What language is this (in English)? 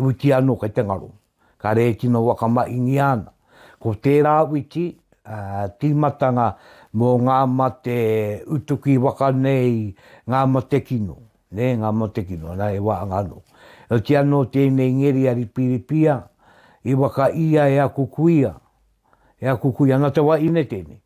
Māori